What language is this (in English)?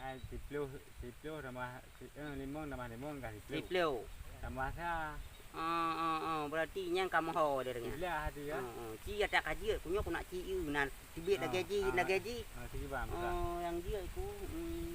Achinese